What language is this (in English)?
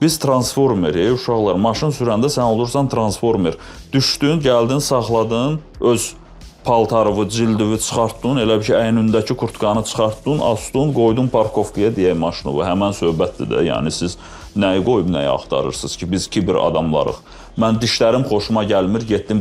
Azerbaijani